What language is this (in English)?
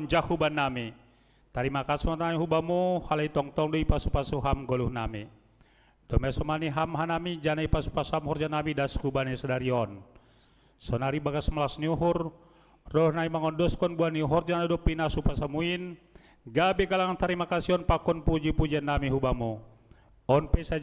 Batak Simalungun